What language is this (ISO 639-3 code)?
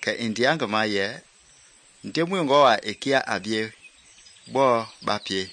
men